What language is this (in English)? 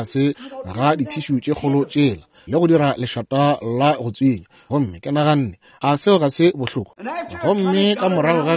Northern Sotho